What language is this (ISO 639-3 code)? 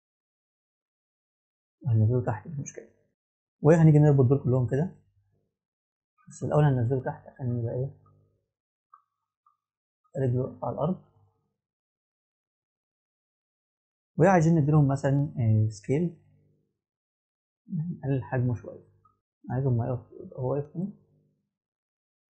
arz